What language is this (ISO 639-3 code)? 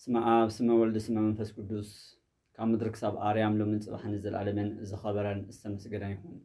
tir